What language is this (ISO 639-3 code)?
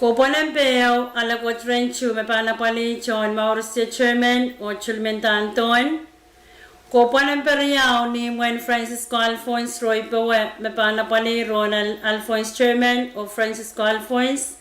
pon